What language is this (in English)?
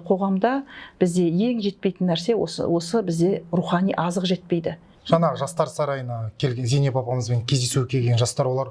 Kazakh